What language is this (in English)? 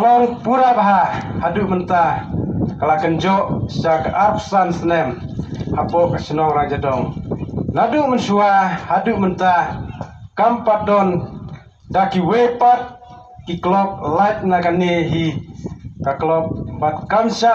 Khasi